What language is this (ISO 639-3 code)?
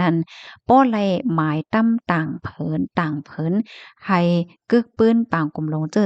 shn